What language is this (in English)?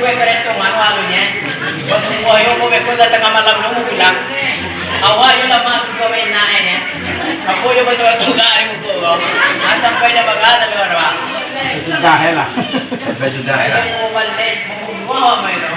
Minangkabau